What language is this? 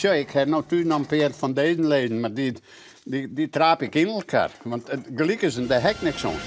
Western Frisian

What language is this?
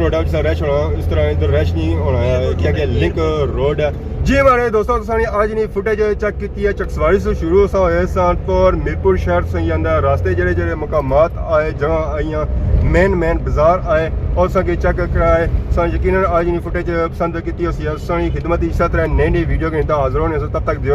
Pahari-Potwari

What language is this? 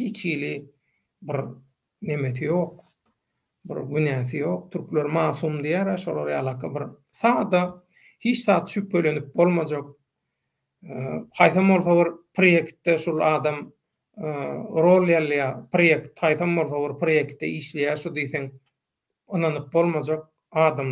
Turkmen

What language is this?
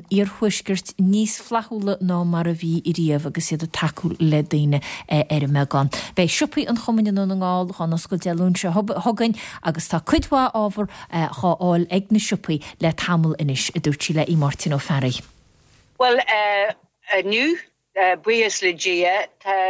Irish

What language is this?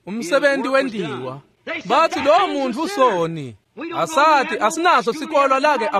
Swati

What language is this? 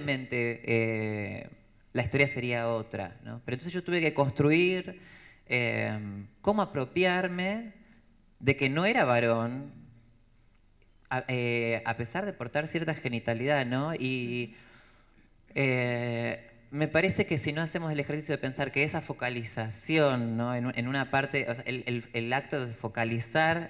Spanish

